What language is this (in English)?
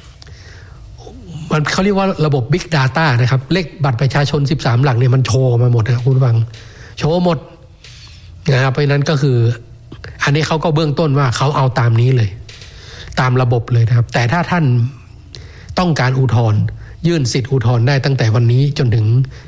Thai